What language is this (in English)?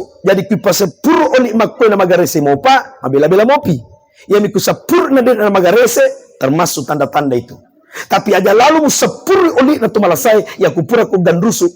Buginese